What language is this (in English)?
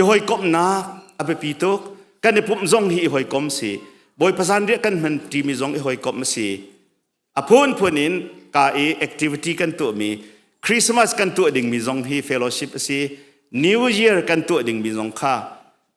Hakha Chin